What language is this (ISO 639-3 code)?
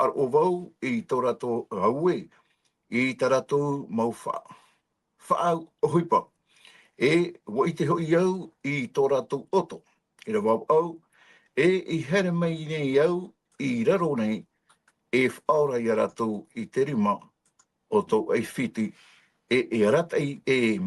tah